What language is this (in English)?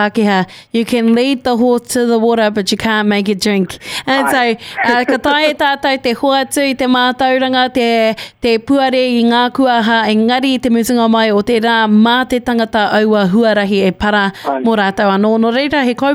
Māori